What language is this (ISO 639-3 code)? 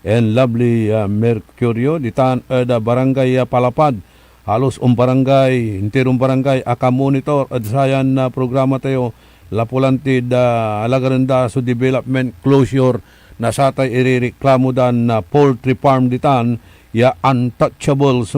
pag